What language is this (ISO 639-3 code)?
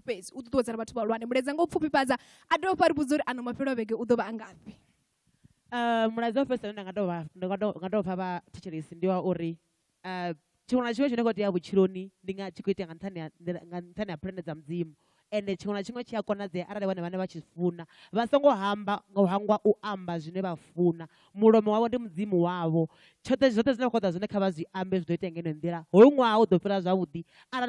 ven